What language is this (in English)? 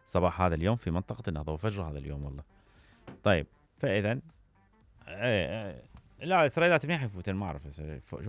Mesopotamian Arabic